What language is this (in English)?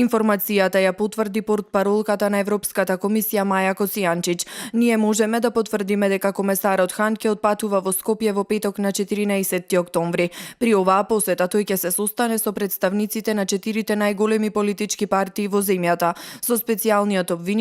Macedonian